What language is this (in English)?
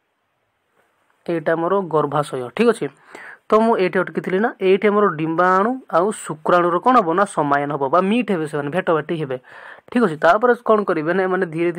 Odia